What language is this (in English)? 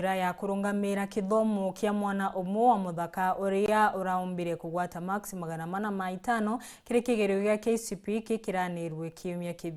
Meru